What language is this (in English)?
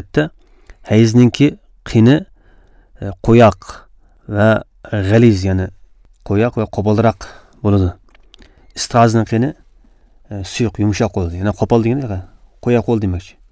Uyghur